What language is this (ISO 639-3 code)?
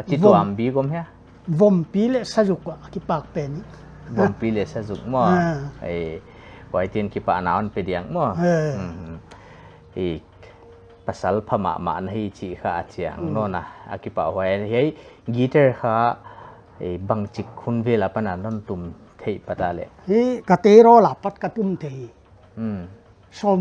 pck